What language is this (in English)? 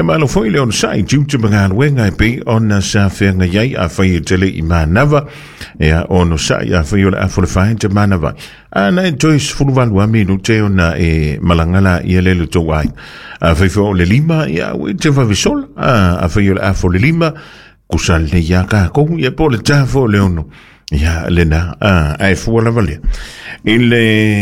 Samoan